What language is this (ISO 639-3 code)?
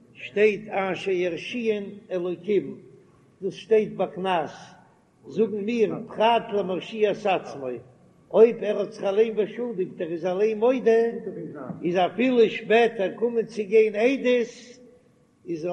yid